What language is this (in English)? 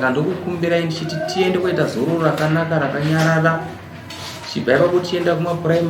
Shona